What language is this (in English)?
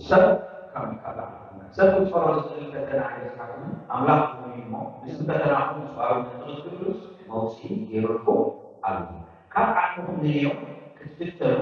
Tigrinya